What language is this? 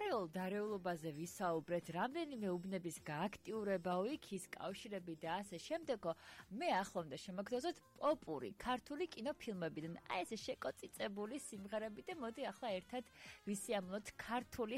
Georgian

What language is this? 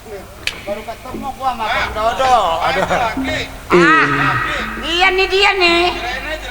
Betawi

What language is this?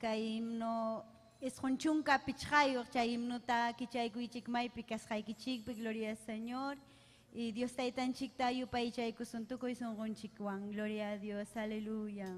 Ayacucho Quechua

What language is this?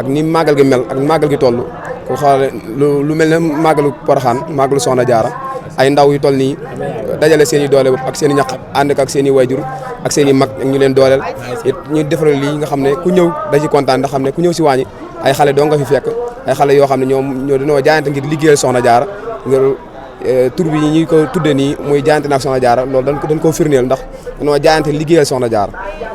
Wolof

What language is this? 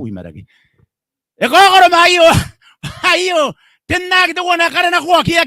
Gilbertese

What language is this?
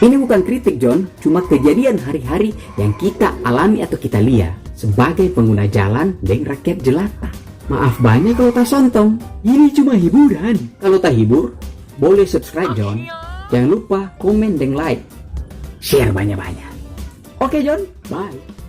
Manado Malay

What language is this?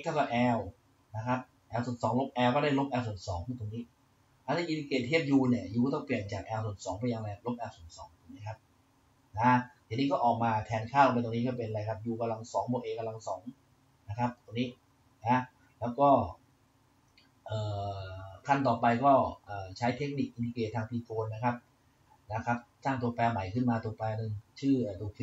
Thai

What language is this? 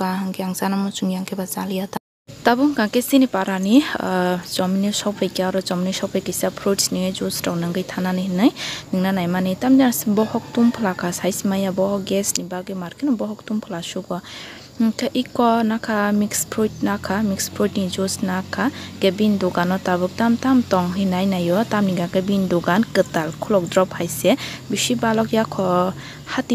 Kok Borok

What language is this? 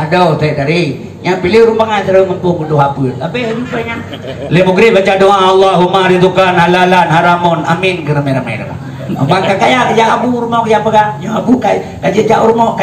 Achinese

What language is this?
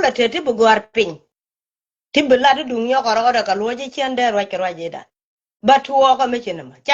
Nuer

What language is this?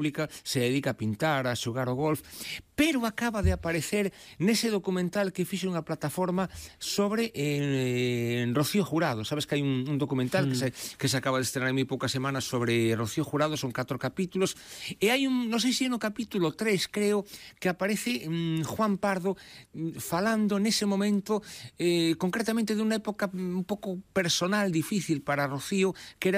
Galician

